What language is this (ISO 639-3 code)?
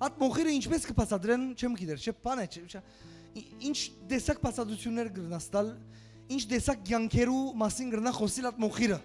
hyw